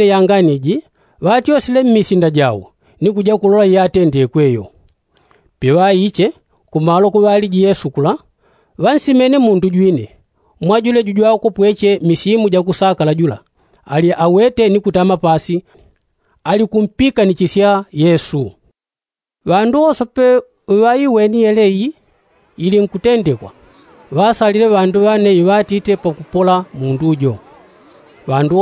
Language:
Yao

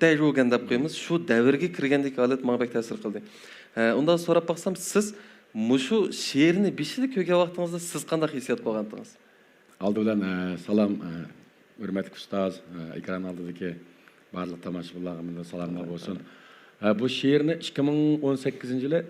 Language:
Uyghur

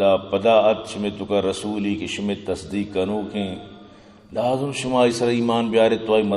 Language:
Eastern Balochi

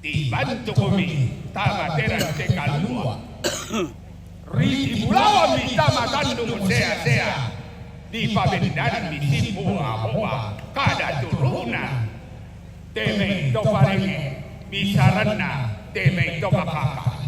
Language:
Toraja-Sa'dan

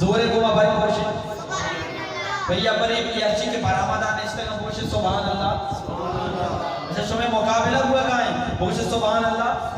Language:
Eastern Balochi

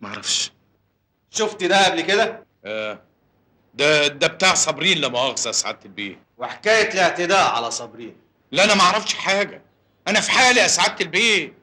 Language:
Egyptian Arabic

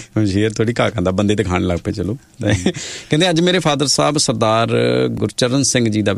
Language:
Punjabi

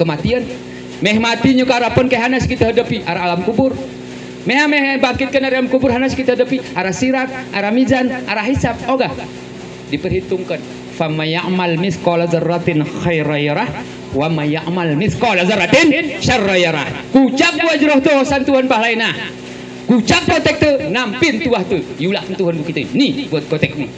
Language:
Gayo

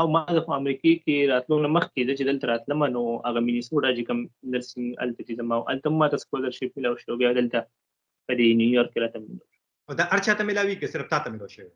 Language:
Pashto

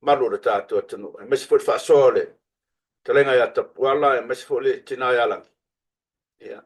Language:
Samoan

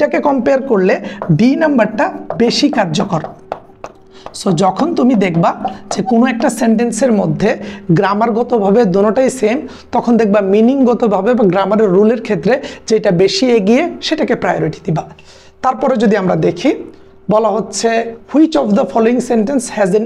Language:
Bangla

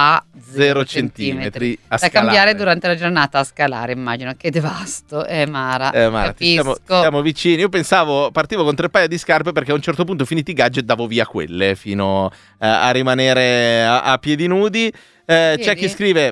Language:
Italian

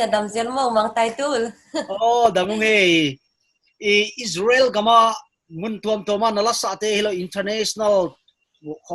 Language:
Paite Chin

